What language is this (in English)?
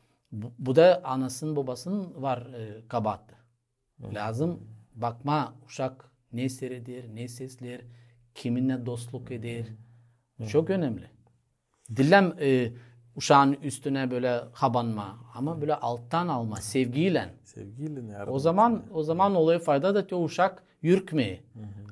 Gagauz